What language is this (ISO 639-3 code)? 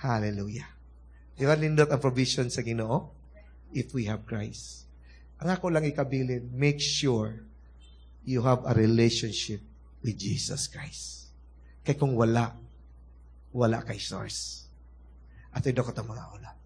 ceb